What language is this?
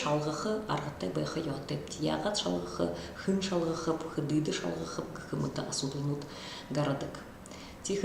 Buriat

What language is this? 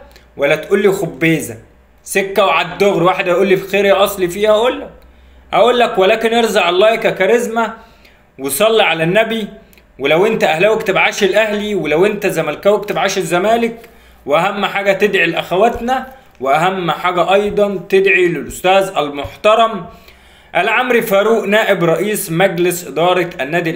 Egyptian Arabic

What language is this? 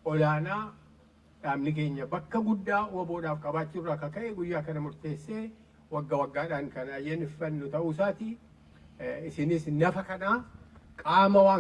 Oromo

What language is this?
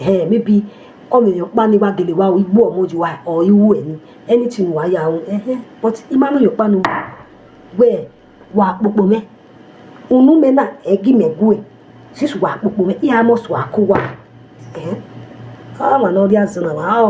Nigerian Pidgin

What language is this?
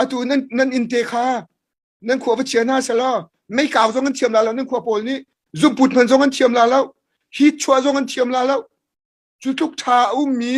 Hakha Chin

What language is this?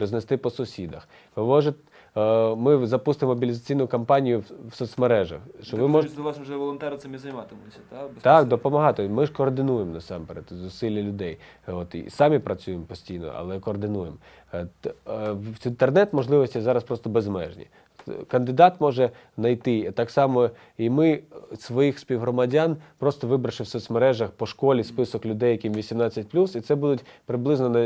Ukrainian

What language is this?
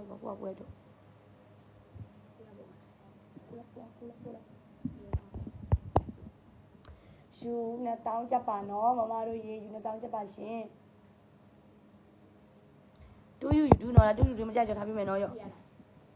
Burmese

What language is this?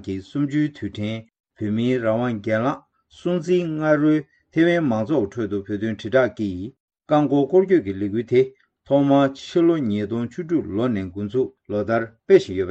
Tibetan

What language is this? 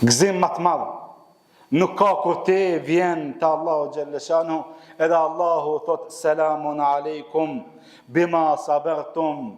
Albanian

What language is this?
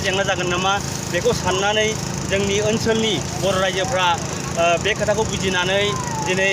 Bodo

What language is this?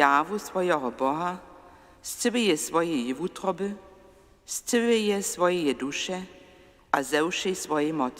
Upper Sorbian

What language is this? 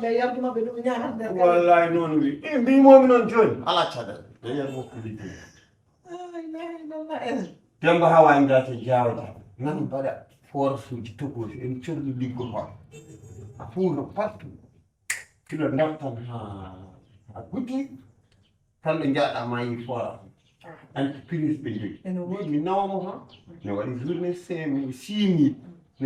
Fula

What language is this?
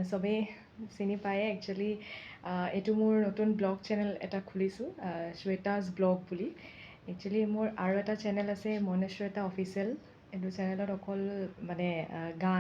Assamese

